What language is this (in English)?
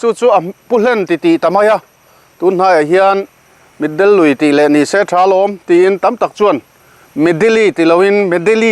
Mizo